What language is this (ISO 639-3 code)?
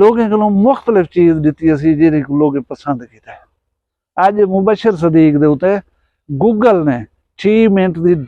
skr